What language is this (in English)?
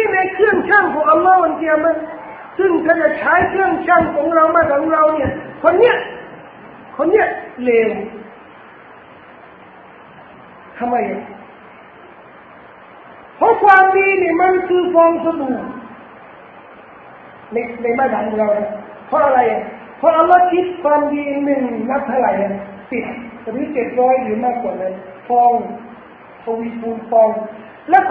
Thai